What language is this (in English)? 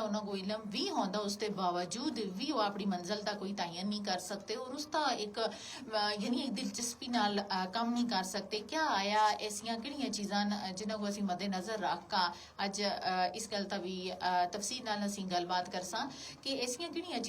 Gujari